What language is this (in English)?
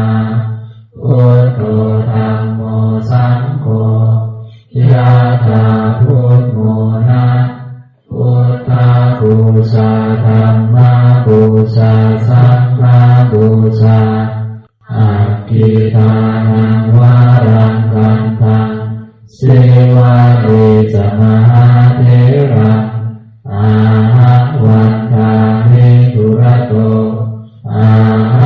Pali